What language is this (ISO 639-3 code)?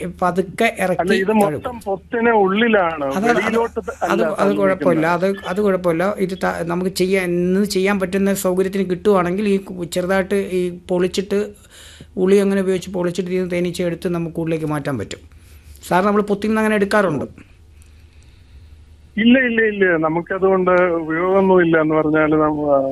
mal